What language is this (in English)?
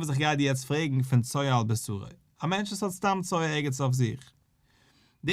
Yiddish